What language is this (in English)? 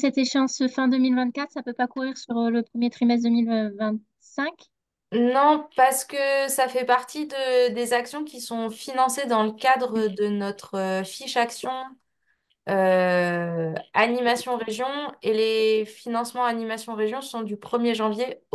French